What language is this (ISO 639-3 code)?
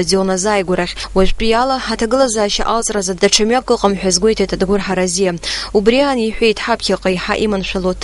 abk